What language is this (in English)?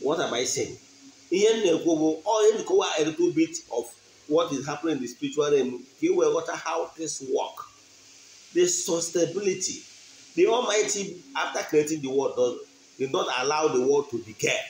Igbo